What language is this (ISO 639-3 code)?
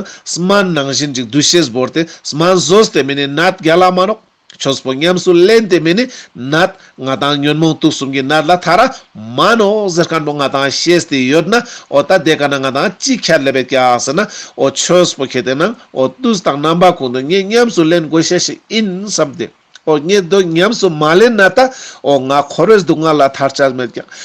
lbj